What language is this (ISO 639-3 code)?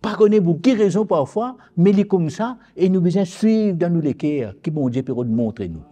mfe